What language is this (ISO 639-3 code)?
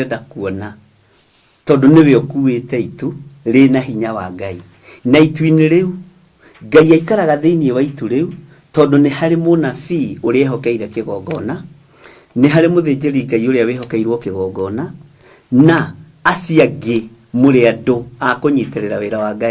kik